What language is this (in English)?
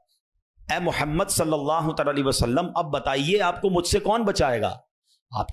Urdu